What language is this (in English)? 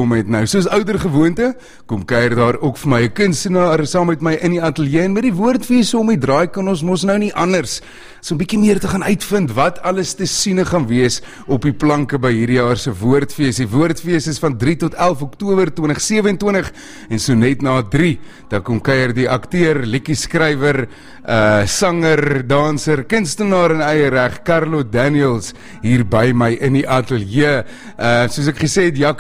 Afrikaans